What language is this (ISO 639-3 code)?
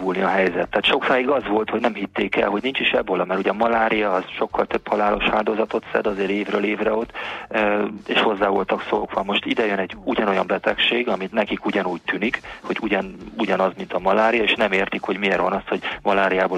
hun